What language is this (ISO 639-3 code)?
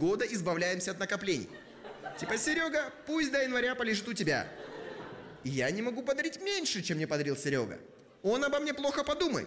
rus